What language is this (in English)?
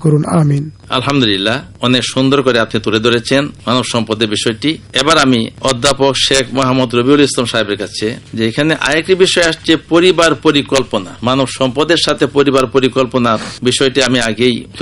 Bangla